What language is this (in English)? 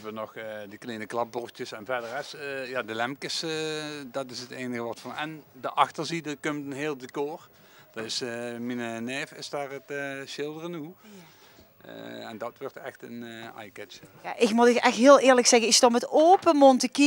Limburgish